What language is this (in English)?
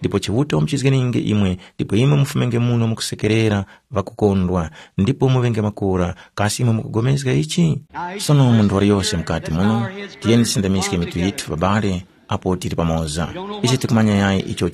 Tumbuka